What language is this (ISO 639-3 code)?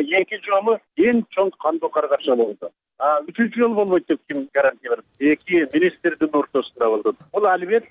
kir